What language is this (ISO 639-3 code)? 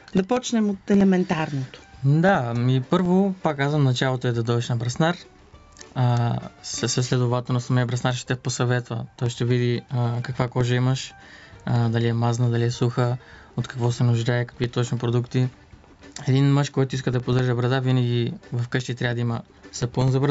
bul